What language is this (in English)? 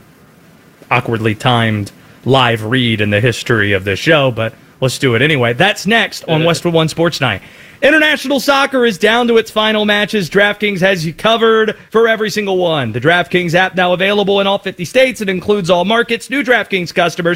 English